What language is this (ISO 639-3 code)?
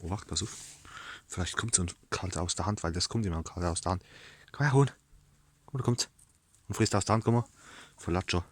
pfl